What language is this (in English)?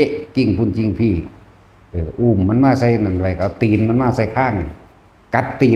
Northeastern Thai